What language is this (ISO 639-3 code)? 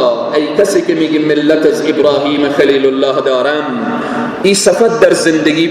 fas